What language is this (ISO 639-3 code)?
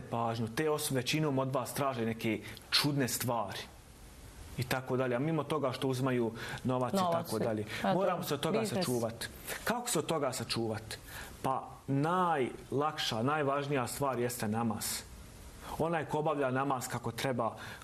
bos